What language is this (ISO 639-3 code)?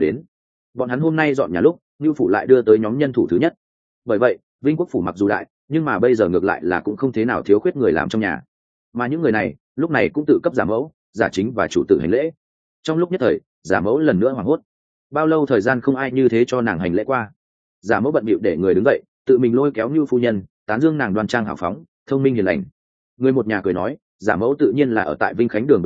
vie